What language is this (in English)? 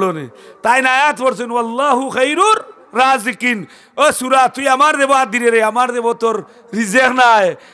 Sylheti